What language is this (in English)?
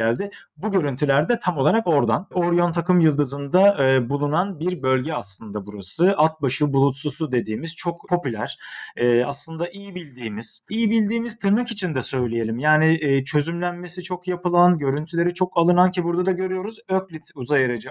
Turkish